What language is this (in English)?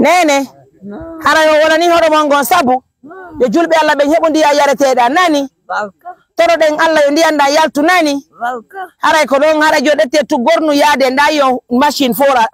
Pular